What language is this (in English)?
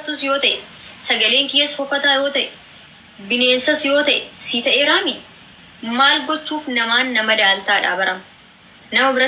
Oromo